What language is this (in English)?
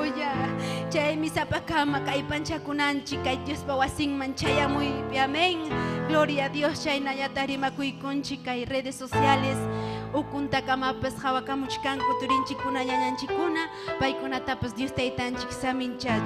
Ayacucho Quechua